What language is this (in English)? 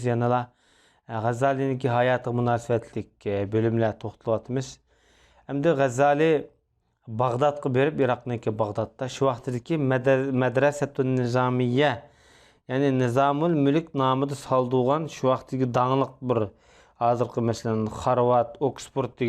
Uyghur